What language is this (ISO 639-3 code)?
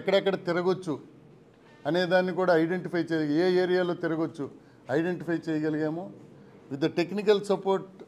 tel